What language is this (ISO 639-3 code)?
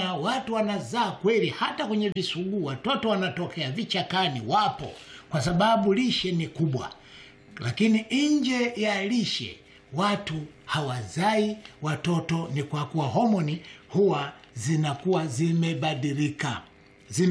swa